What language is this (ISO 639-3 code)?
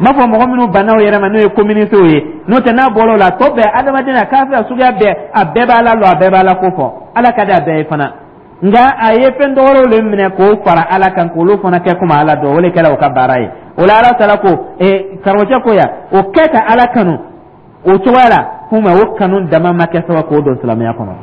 dyu